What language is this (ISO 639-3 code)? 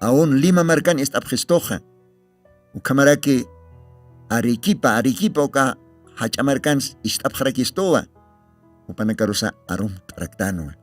aym